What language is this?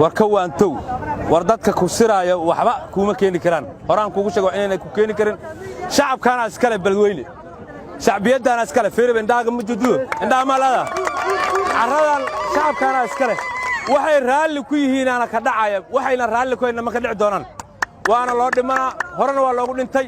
Somali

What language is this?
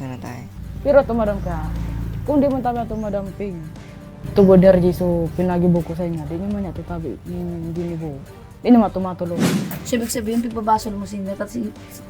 Bikol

